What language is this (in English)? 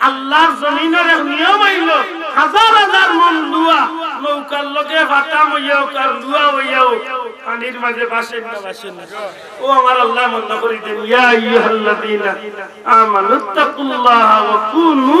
Sylheti